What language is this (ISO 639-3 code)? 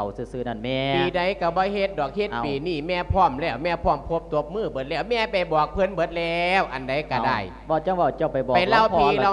lao